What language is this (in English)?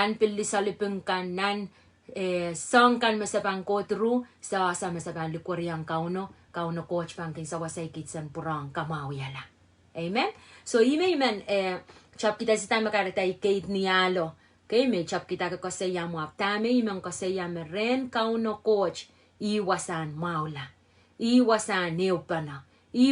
Pohnpeian